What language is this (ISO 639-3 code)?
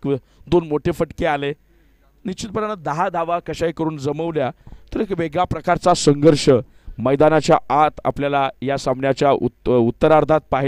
mar